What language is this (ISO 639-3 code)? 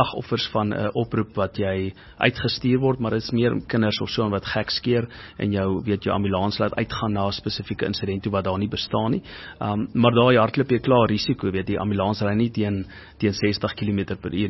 afr